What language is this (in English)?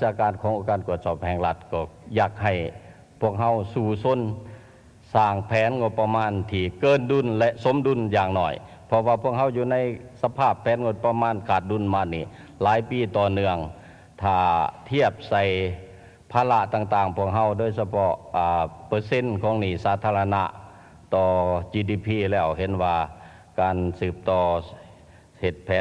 Lao